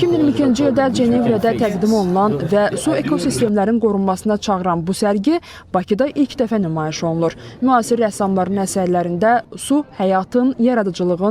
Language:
Azerbaijani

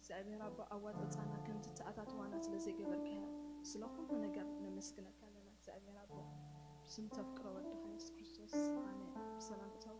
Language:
Tigrinya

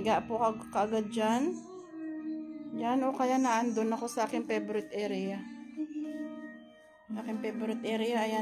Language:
Filipino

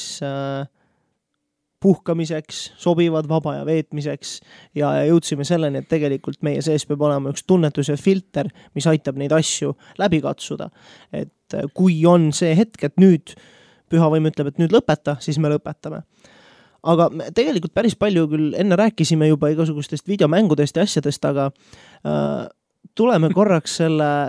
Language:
Estonian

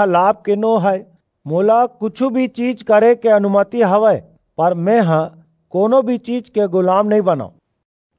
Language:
Chhattisgarhi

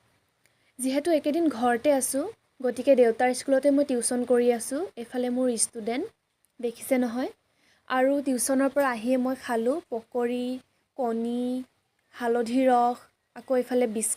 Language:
Assamese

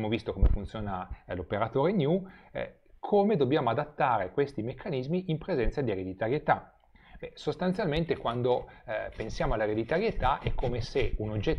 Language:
Italian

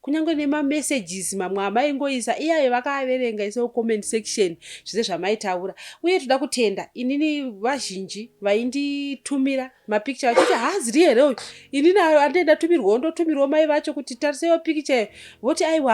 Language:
Shona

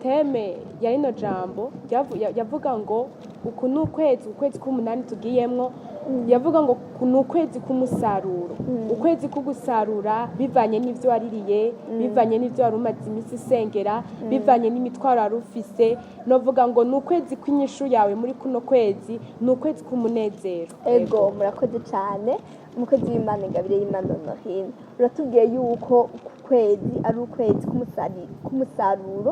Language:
Rundi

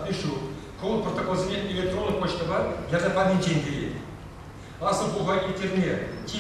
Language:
Chuvash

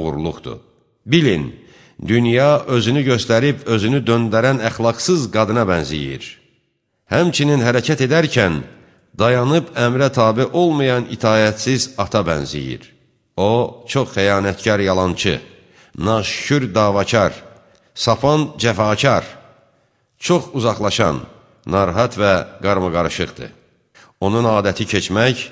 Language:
Azerbaijani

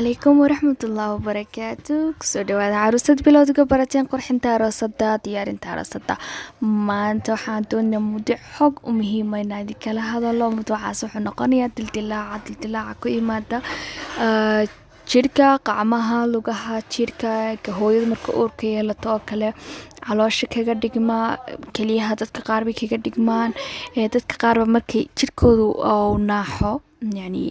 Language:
Somali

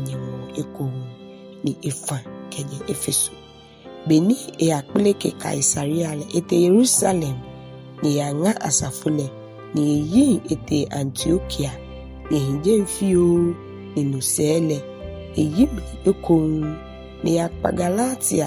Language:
Ga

